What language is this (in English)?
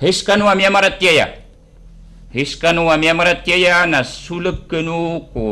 Maranao